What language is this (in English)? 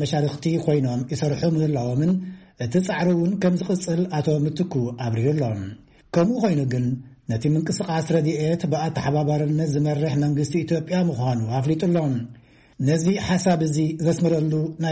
Tigrinya